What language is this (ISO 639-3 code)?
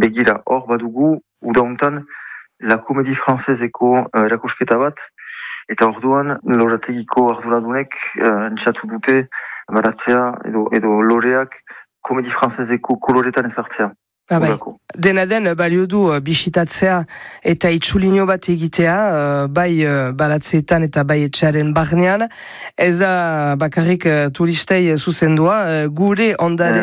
eus